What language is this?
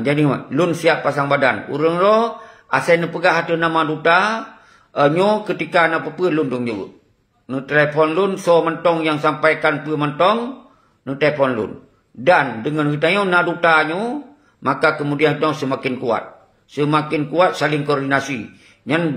Achinese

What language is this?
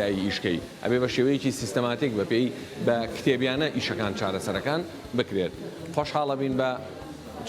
Central Kurdish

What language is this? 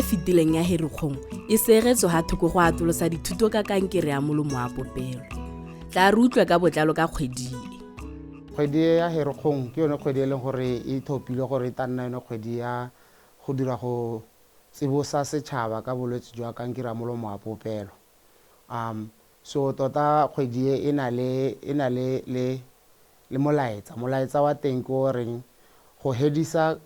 Tswana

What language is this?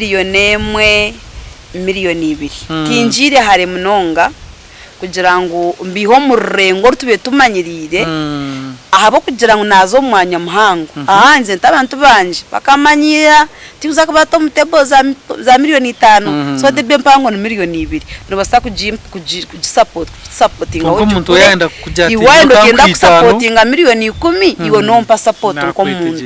Nyankole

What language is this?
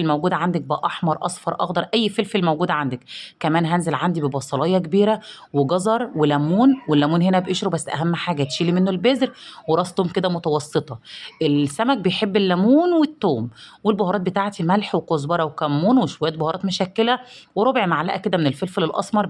Egyptian Arabic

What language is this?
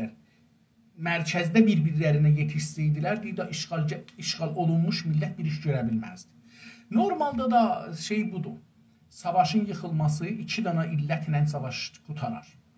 South Azerbaijani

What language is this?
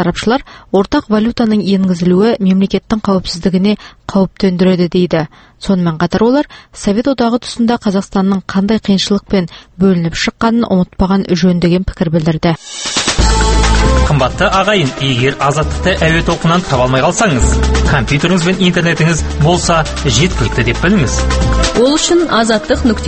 Kazakh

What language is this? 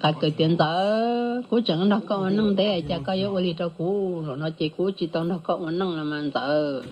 Hmong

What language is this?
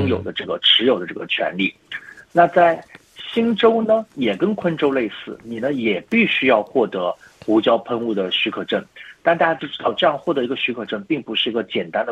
Chinese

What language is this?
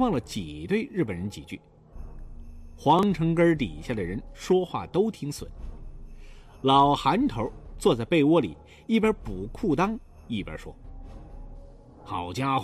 Chinese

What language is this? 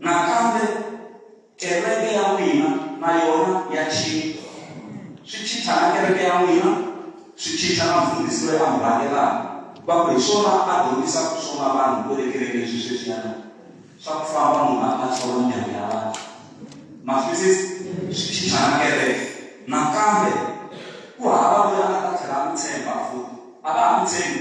Tsonga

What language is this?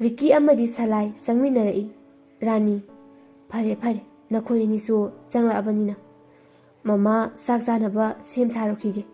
Manipuri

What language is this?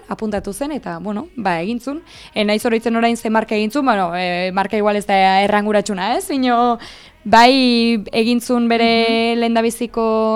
Basque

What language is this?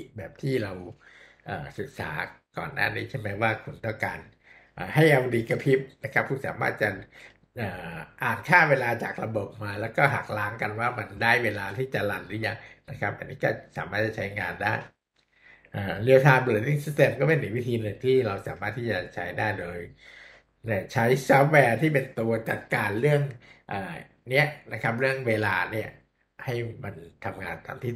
Thai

